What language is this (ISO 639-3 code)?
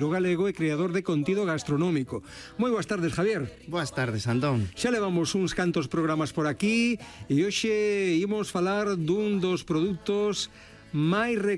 glg